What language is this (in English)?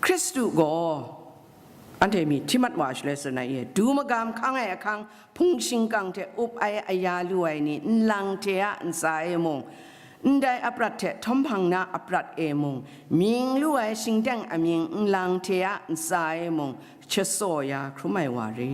Kachin